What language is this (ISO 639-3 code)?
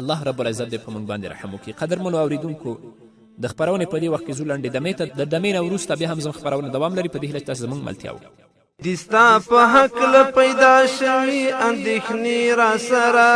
pus